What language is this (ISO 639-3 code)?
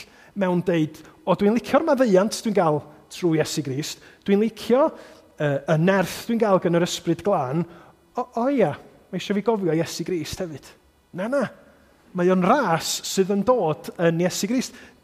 cym